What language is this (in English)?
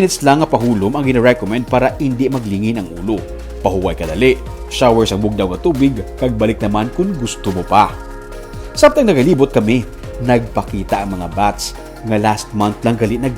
Hiligaynon